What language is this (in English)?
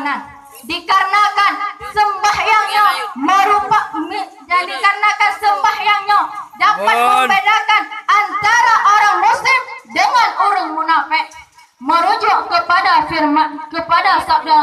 Achinese